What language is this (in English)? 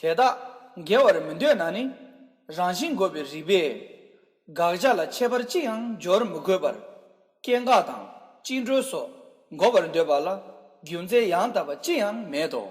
Tibetan